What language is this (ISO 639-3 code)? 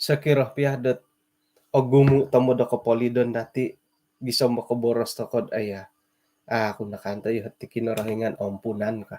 dtp